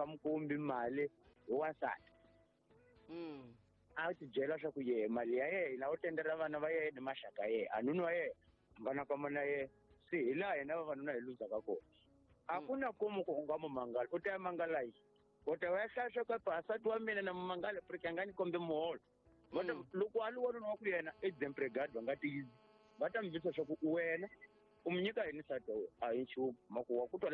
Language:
Tsonga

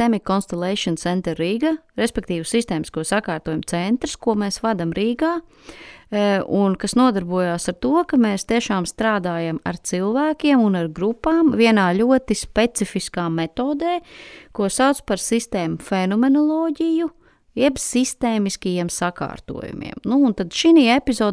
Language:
Latvian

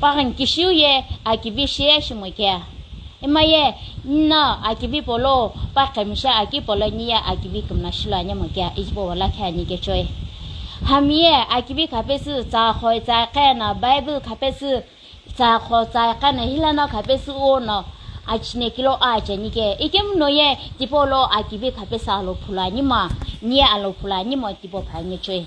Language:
Sumi Naga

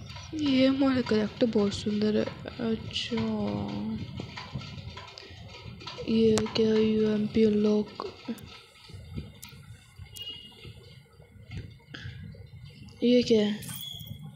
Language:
Hindi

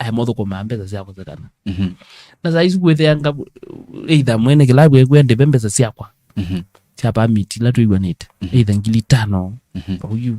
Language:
Kamba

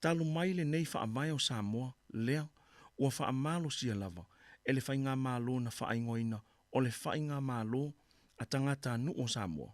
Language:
Samoan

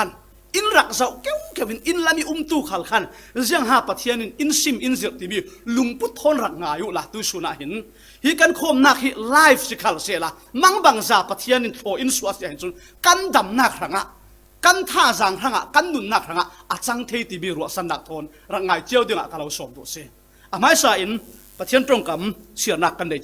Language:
Falam Chin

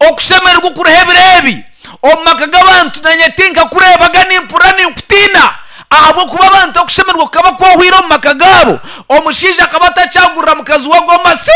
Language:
Nyankole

